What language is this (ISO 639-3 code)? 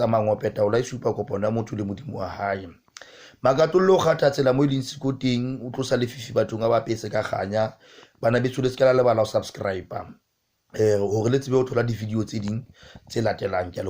sot